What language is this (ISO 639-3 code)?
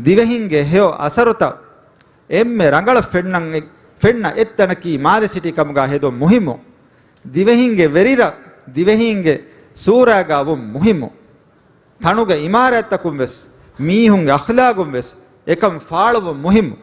div